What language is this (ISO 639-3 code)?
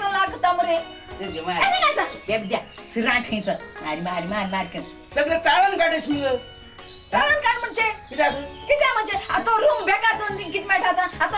kok